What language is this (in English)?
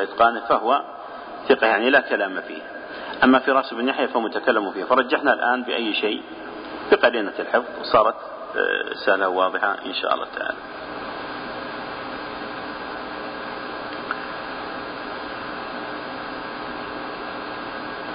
Arabic